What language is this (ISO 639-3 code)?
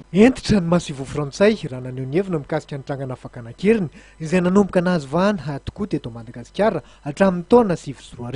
mlg